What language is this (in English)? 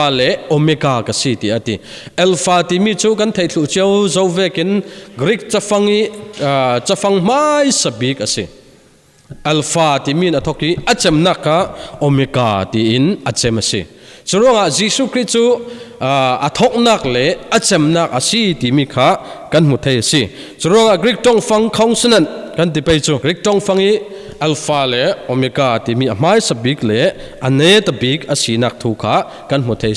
Falam Chin